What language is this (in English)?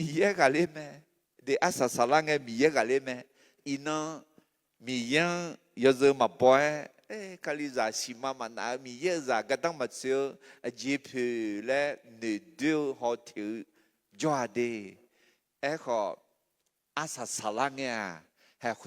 Akha